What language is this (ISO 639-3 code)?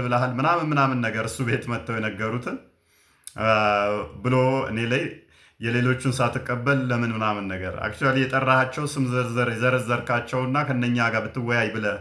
amh